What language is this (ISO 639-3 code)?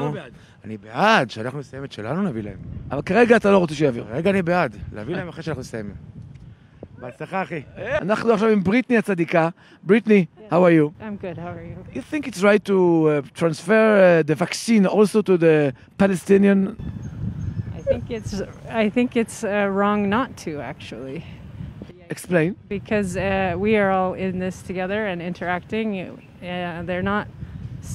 heb